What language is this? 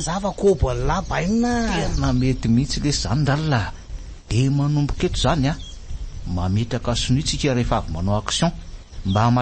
Malagasy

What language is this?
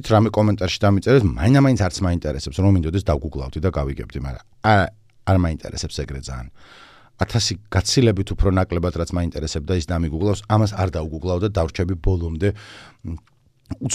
Georgian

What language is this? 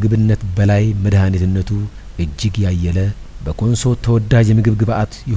Amharic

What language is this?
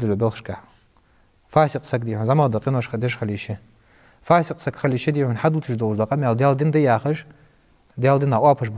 Ingush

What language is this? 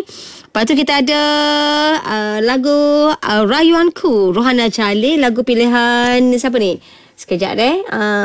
Malay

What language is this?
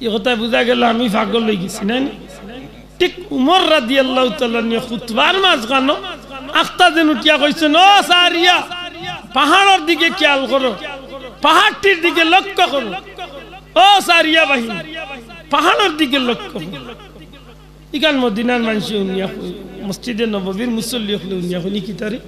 Sylheti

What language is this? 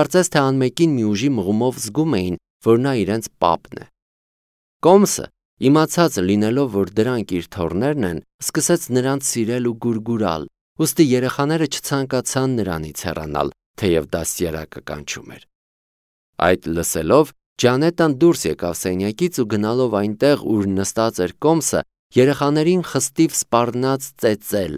Armenian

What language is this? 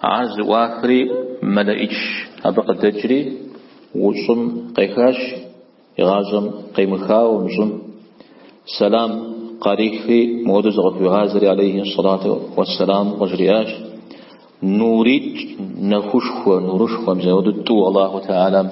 Kabardian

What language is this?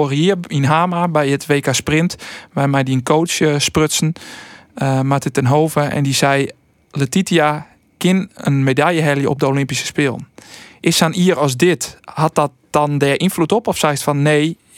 Western Frisian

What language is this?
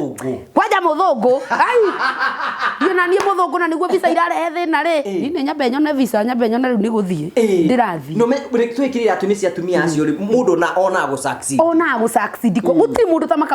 Kikuyu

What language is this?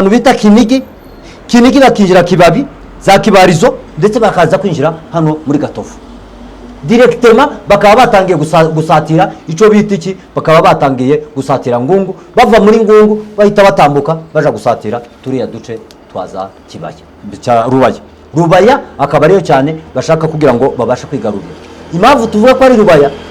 Kinyarwanda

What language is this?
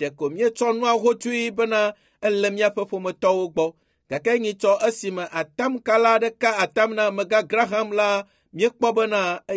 Ewe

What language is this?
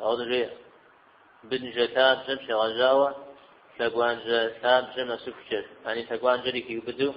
Kabardian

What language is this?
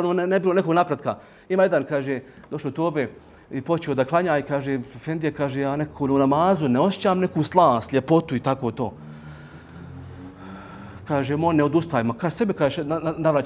Bosnian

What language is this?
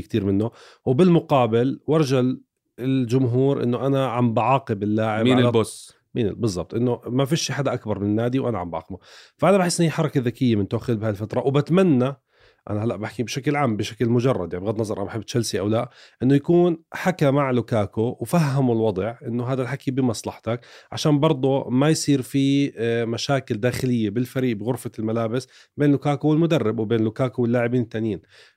North Levantine Arabic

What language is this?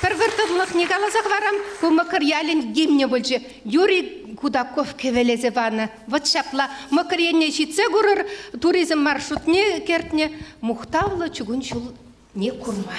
Chuvash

